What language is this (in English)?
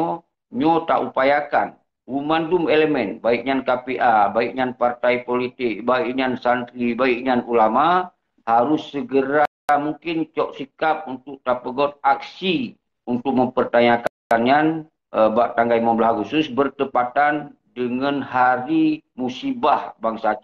Achinese